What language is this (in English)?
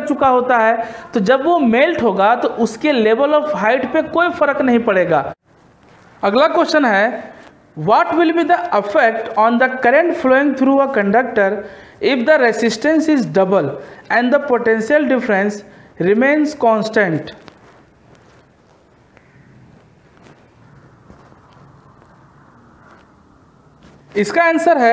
Hindi